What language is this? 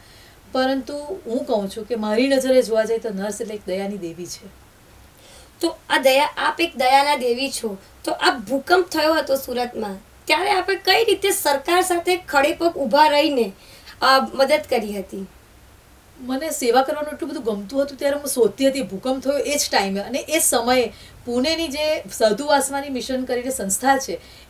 Gujarati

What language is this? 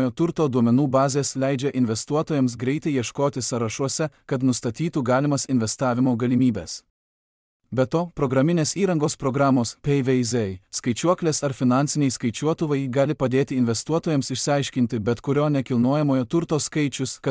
Lithuanian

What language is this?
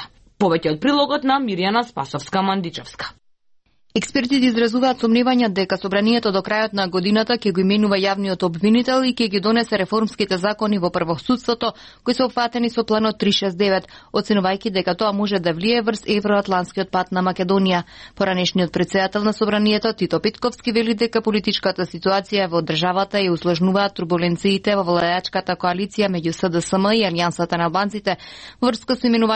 Macedonian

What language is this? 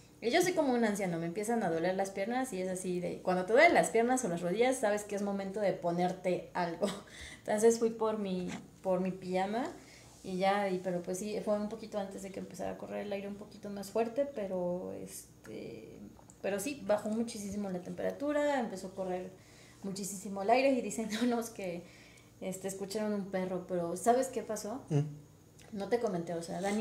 Spanish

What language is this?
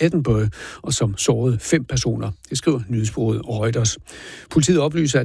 Danish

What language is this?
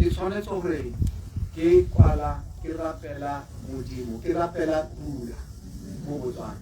Tswana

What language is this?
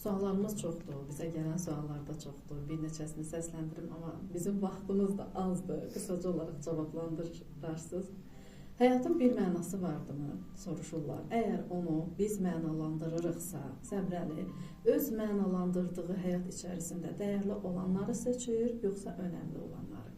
Azerbaijani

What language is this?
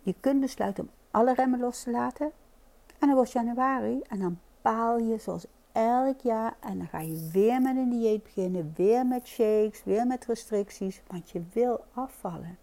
Dutch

